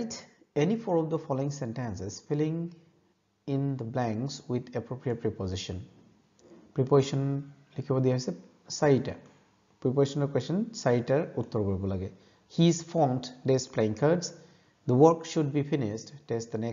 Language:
Assamese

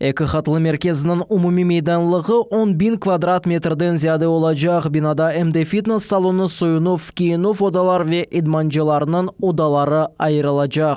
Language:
Crimean Tatar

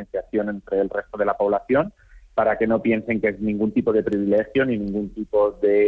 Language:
Catalan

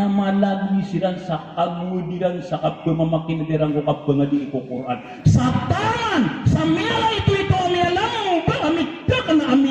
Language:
Maranao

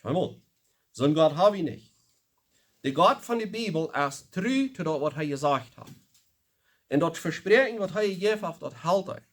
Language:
Plautdietsch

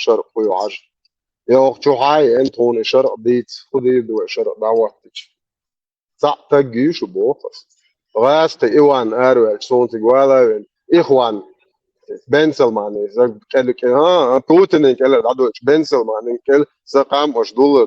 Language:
Chechen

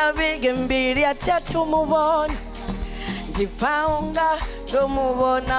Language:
Venda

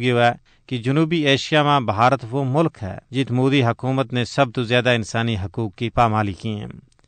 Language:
Gujari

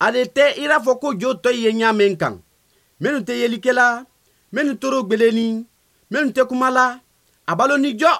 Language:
Bambara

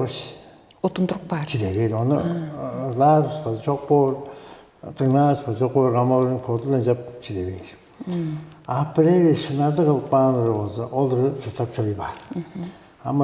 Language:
Tuvinian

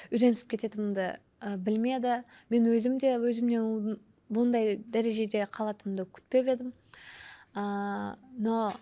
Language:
Kara-Kalpak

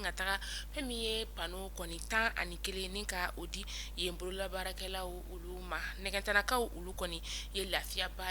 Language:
Bambara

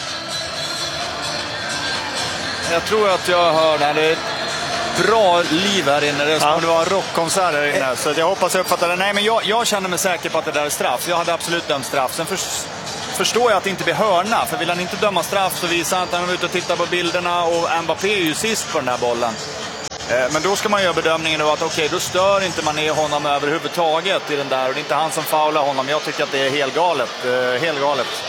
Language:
Swedish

